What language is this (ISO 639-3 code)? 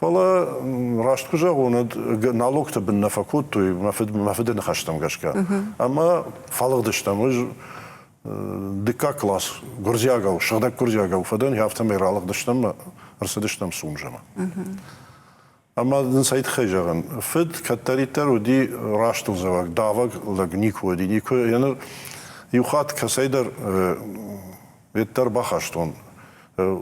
oss